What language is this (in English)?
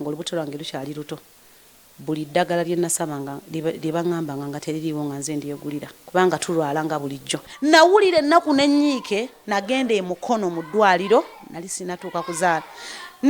Ganda